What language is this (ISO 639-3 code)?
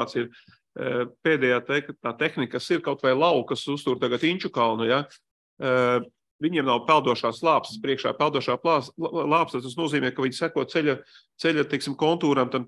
lav